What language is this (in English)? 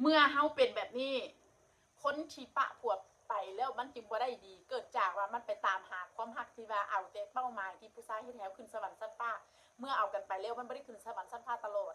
Northeastern Thai